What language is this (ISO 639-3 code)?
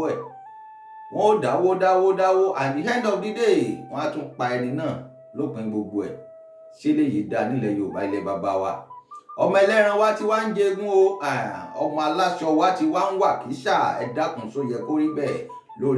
yor